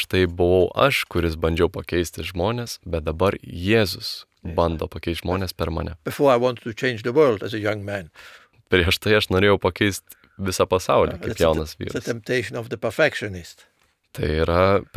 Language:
Lithuanian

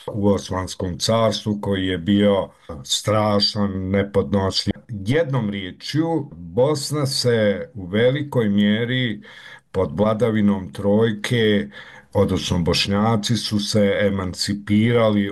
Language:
Bosnian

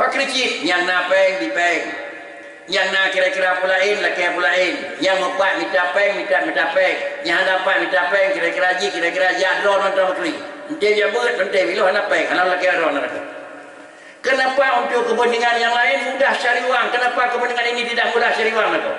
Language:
Achinese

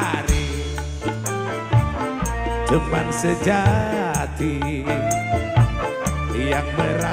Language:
Indonesian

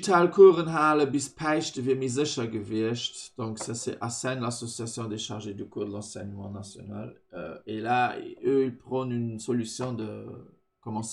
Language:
Luxembourgish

